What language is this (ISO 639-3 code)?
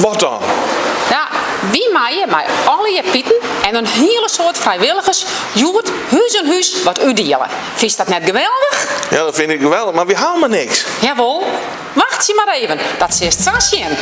fry